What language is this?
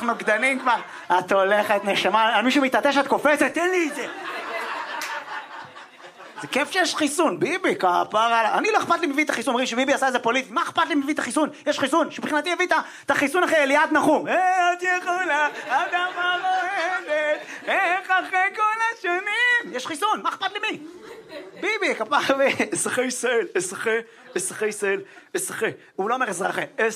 Hebrew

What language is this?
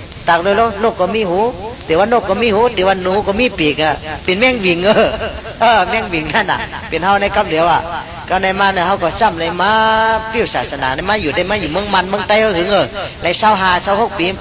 Shan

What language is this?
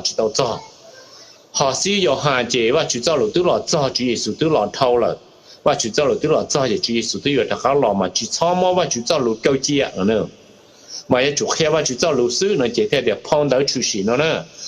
Hmong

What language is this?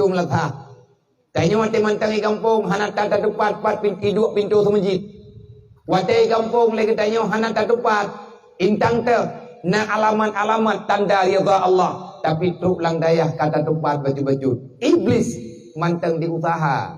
Achinese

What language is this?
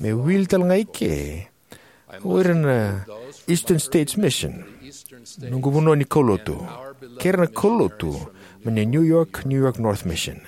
Fijian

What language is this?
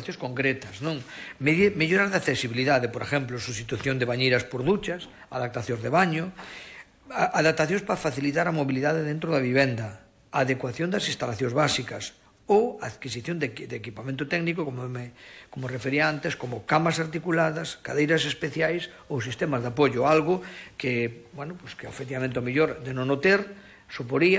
Galician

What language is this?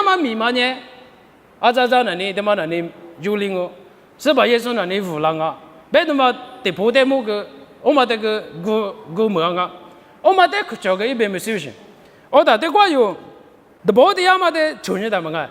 Lisu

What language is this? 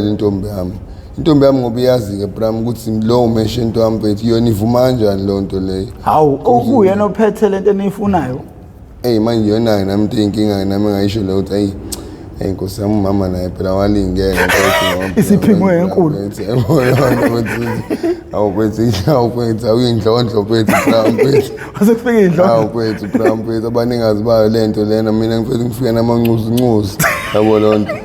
Zulu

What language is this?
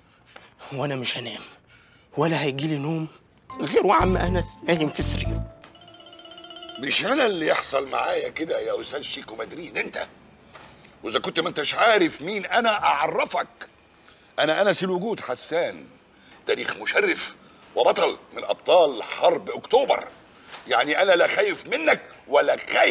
Egyptian Arabic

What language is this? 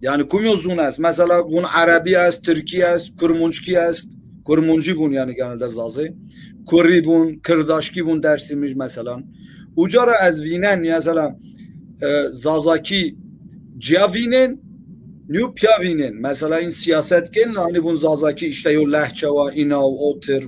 Zaza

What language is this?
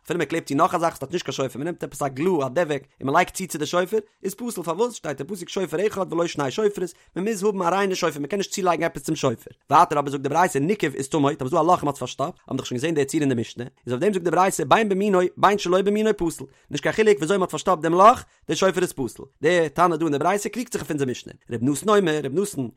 Yiddish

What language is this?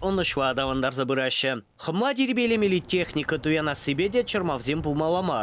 Chuvash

